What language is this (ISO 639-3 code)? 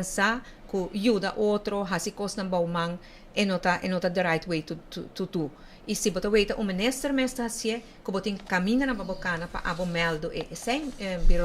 pap